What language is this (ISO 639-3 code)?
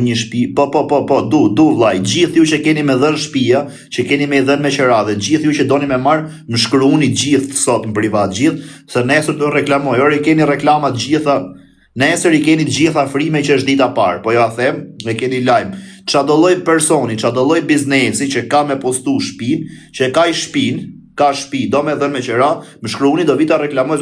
sqi